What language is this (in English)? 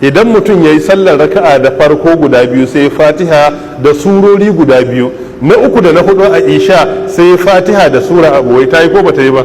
Hausa